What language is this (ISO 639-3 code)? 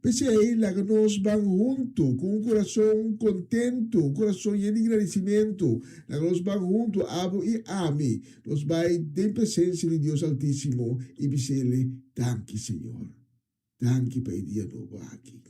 pap